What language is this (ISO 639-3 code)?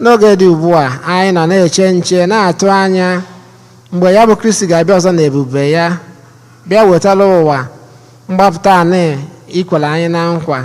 ibo